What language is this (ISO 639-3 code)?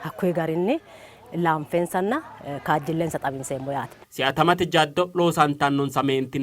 sid